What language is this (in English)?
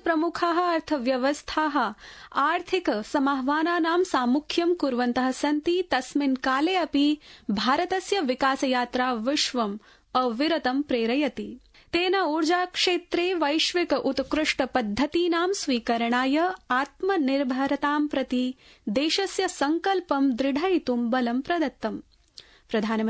Sanskrit